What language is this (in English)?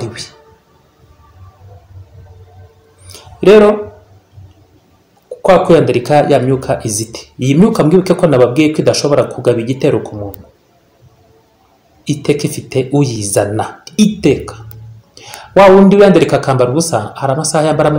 Kinyarwanda